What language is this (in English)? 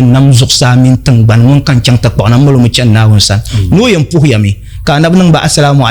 Dagbani